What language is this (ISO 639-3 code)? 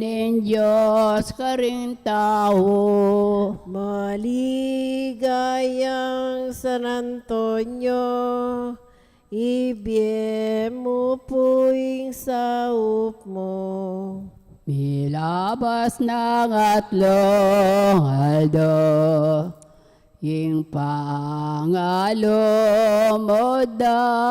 pam